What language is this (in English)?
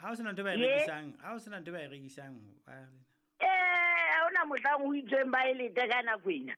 Southern Sotho